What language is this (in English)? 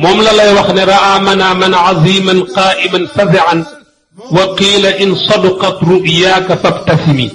Wolof